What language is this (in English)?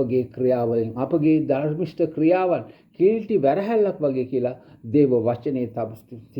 Sinhala